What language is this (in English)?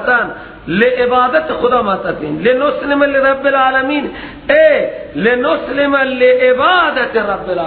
Persian